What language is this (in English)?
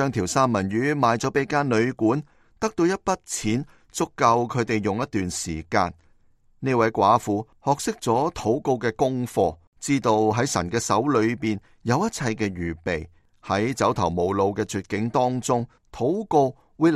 Cantonese